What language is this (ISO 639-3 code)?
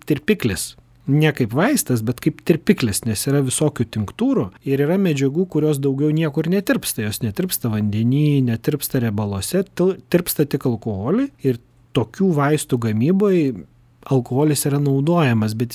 lit